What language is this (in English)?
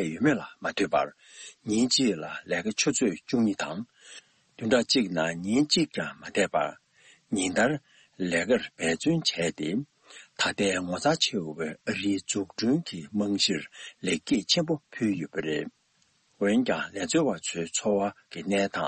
Tibetan